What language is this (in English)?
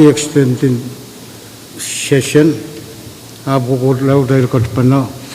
Pohnpeian